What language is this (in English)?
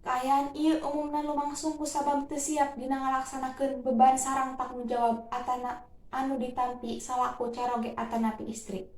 Sundanese